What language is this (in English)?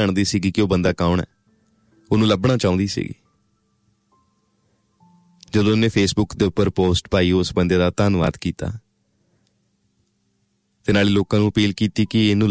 Punjabi